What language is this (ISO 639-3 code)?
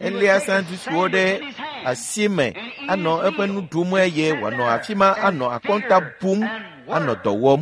ewe